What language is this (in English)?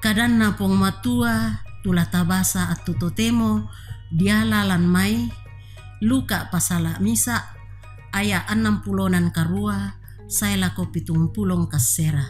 Toraja-Sa'dan